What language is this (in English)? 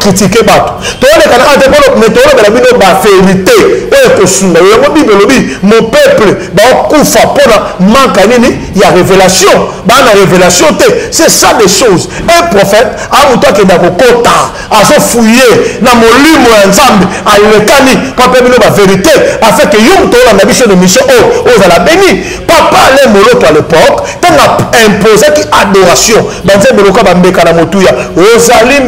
Lingala